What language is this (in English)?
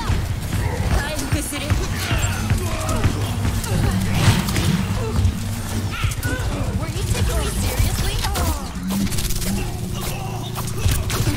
English